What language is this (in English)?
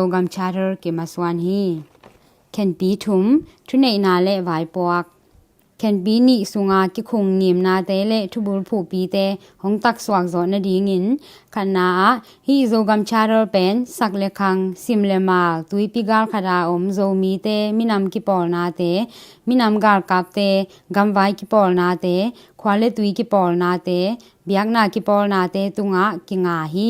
Tedim Chin